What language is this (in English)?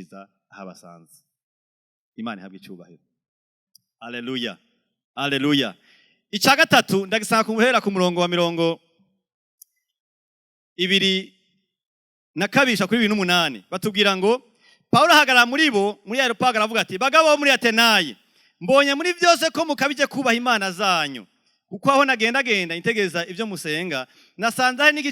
Rundi